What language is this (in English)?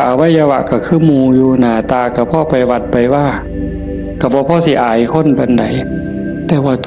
Northeastern Thai